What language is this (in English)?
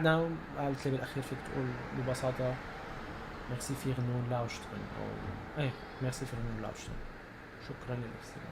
North Levantine Arabic